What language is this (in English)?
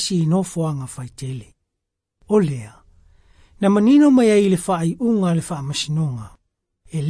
Samoan